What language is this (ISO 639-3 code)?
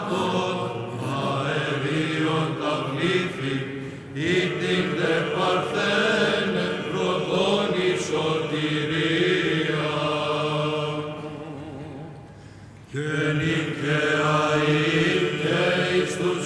ell